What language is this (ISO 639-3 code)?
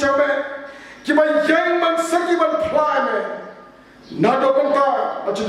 kha